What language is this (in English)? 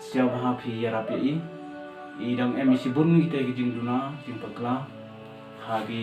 Pnar